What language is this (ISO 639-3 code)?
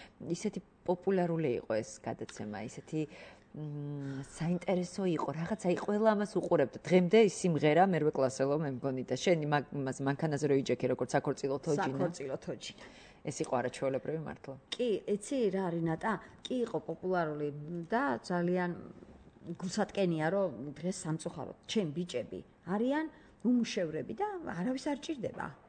kat